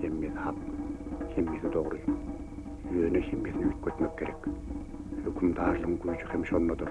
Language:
Turkmen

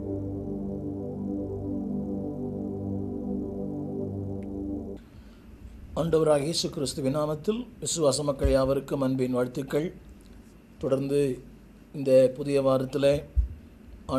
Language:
Tamil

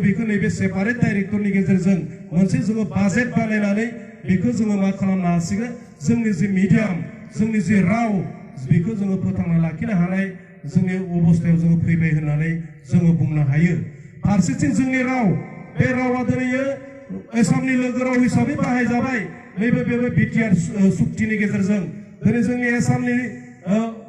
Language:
Bodo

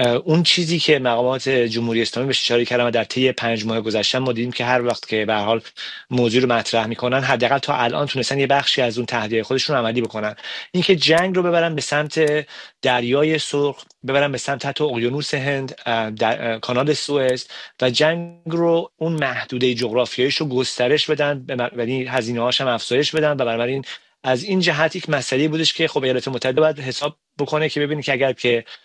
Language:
Persian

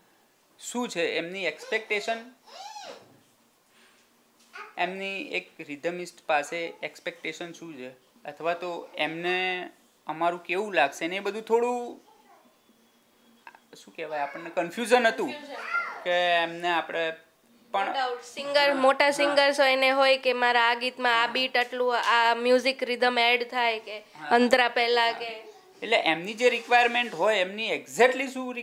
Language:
Gujarati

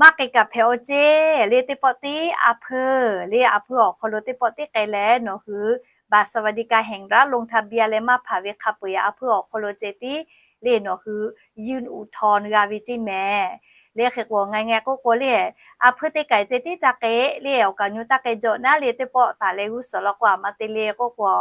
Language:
Lahu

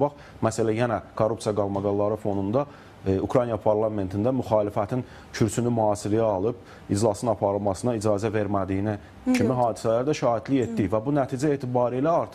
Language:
Azerbaijani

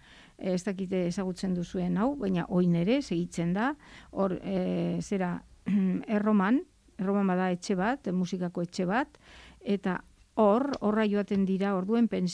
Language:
Basque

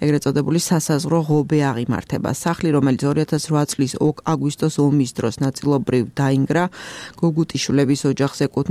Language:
Georgian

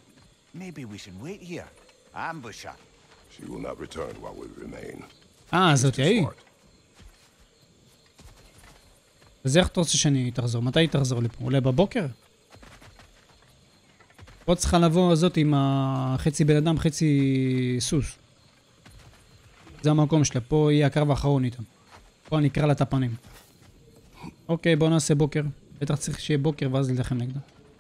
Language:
Hebrew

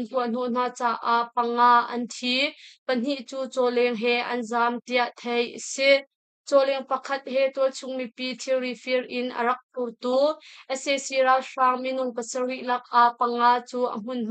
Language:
Hakha Chin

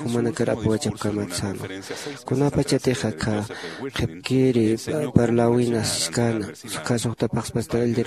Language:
Aymara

